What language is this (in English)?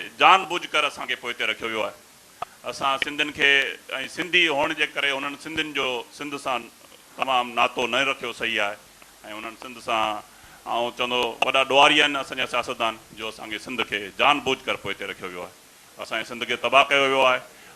Sindhi